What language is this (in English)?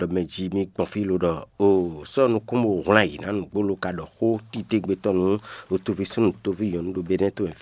Fon